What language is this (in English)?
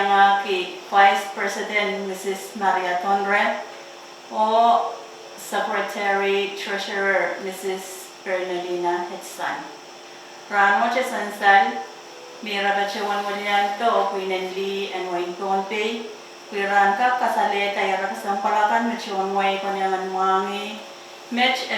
Pohnpeian